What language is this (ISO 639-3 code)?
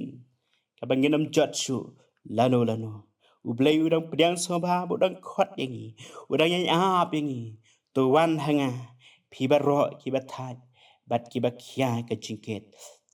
kha